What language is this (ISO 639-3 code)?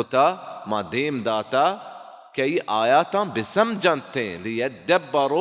bal